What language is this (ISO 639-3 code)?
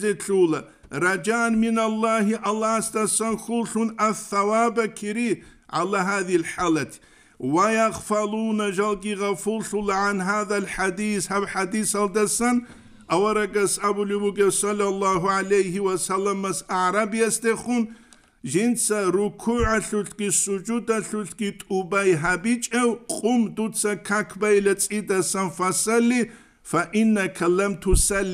ava